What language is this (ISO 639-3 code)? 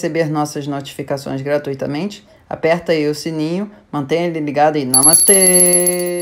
por